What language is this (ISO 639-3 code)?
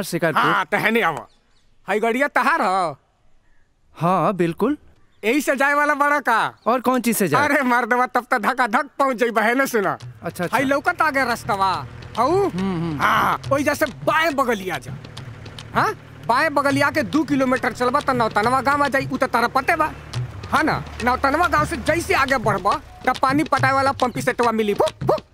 bho